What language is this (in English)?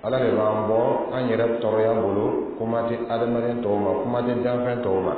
Dyula